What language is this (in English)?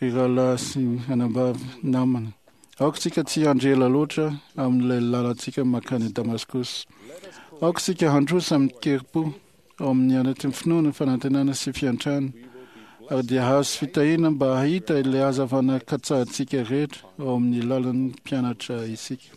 Malagasy